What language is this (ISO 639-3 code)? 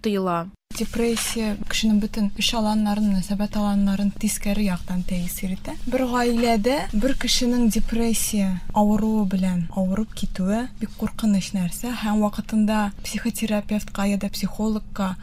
tat